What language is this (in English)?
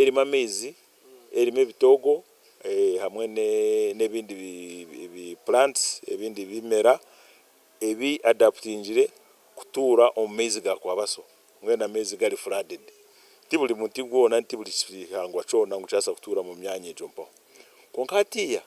Nyankole